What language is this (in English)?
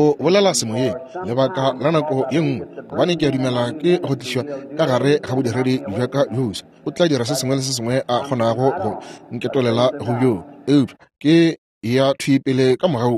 Northern Sotho